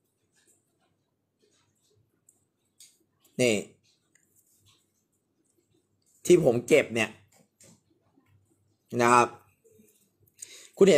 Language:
Thai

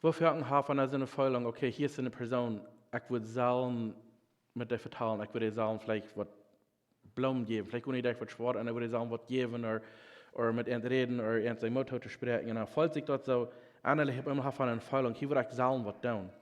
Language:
Plautdietsch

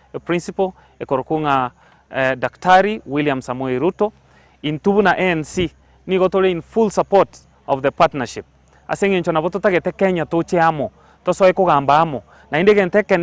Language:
Gusii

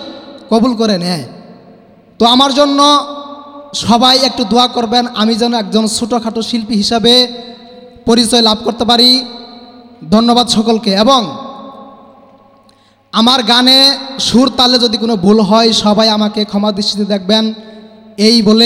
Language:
Bangla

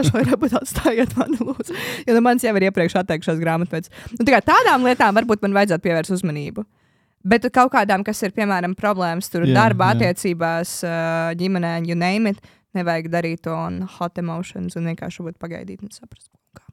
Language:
Latvian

